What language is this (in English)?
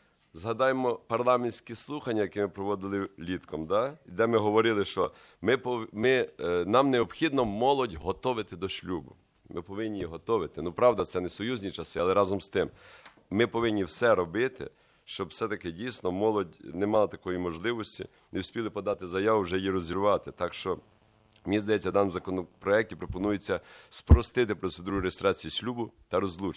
Ukrainian